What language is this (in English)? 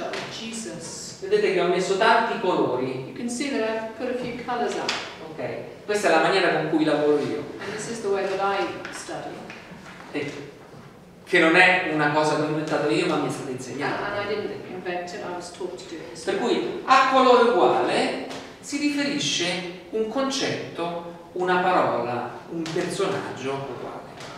Italian